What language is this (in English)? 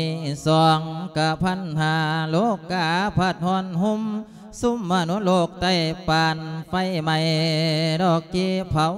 Lao